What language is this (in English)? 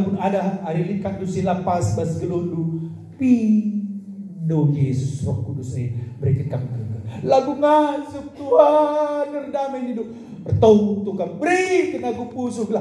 Batak Karo